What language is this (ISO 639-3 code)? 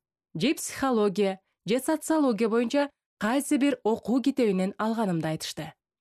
kir